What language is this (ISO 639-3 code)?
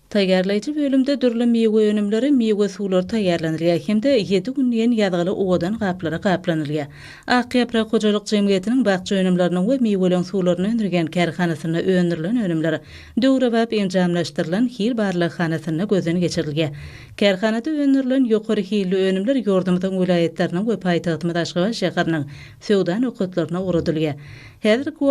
tuk